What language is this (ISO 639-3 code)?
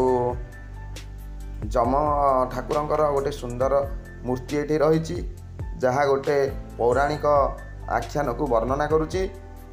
ori